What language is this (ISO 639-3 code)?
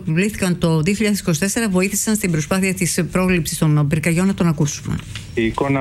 ell